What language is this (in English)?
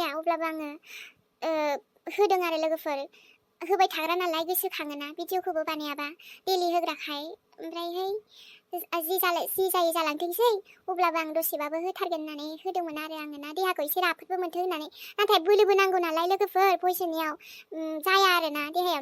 Bodo